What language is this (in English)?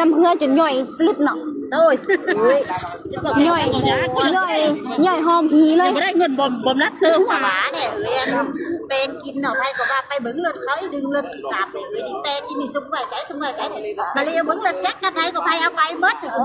Northeastern Thai